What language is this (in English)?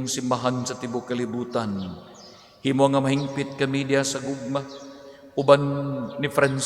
Cebuano